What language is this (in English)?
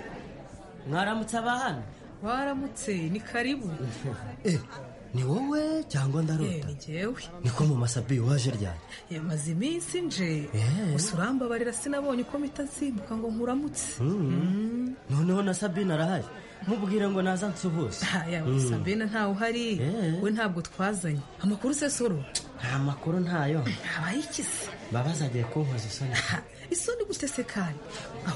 Kinyarwanda